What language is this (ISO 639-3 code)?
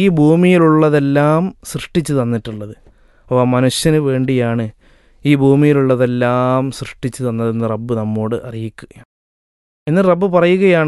mal